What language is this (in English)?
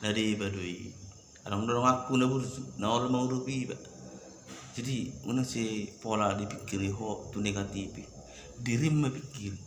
Batak Toba